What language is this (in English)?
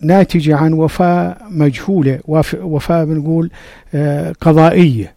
North Levantine Arabic